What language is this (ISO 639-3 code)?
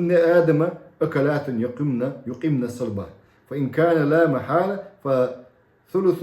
che